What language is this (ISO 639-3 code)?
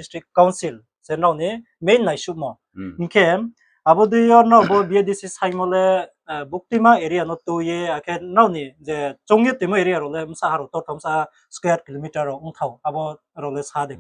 ria